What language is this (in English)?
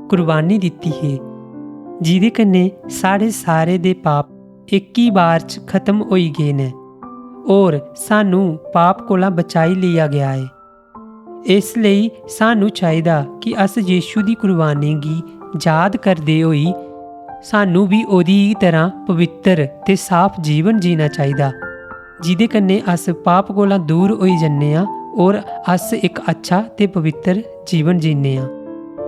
Dogri